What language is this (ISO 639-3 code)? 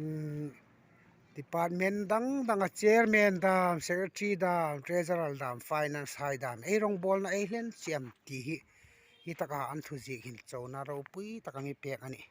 hmr